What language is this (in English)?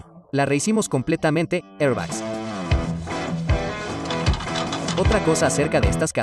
Spanish